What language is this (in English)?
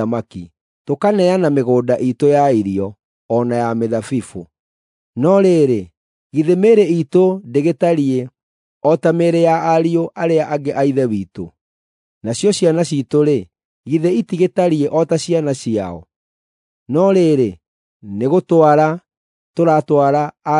Kikuyu